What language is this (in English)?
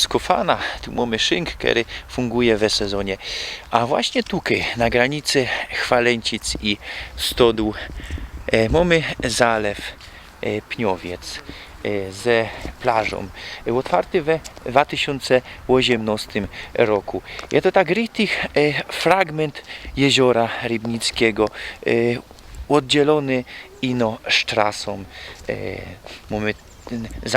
Silesian